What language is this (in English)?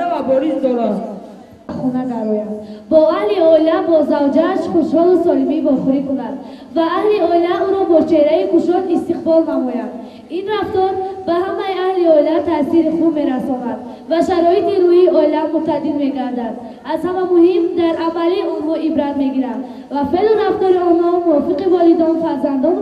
Tajik